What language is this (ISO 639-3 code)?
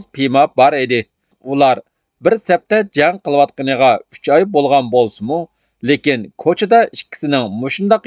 uig